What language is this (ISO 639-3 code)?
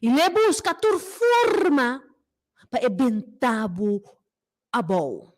pap